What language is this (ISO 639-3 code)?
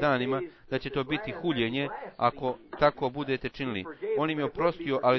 bos